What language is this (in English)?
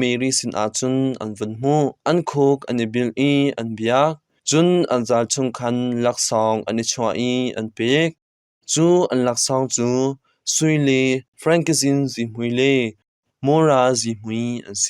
Hakha Chin